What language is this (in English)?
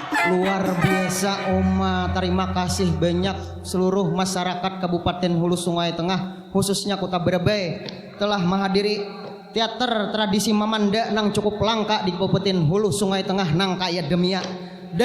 Banjar